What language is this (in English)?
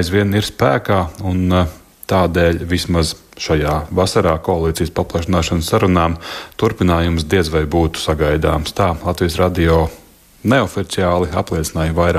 Latvian